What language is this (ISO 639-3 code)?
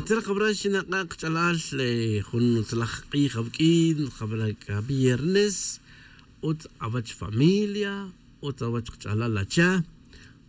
tzj